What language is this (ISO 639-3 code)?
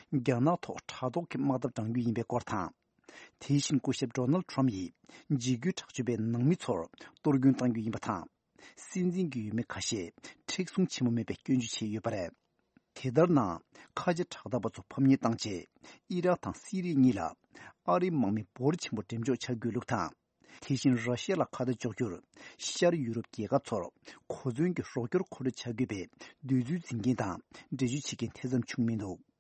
bod